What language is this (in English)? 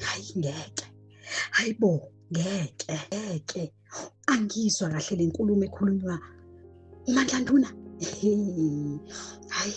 Zulu